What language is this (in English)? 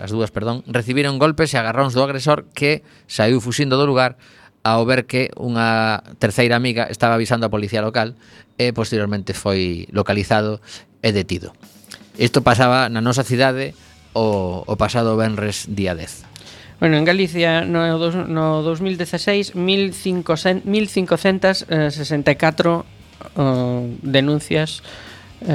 Galician